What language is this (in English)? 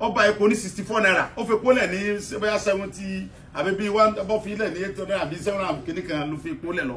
Yoruba